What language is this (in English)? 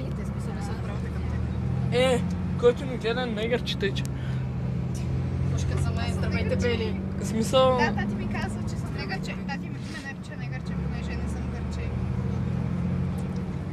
Bulgarian